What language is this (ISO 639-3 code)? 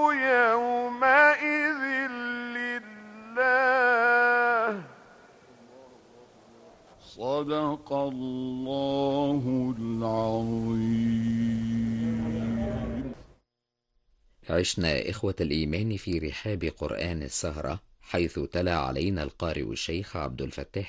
ara